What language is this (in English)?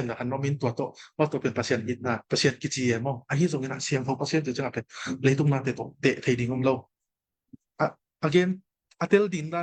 Tedim Chin